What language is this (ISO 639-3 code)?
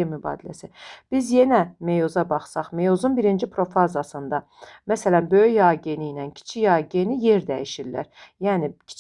aze